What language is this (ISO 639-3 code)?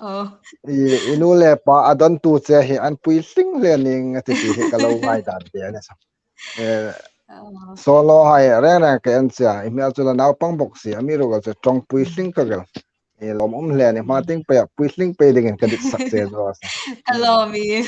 hmr